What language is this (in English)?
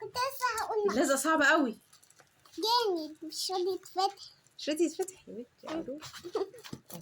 Egyptian Arabic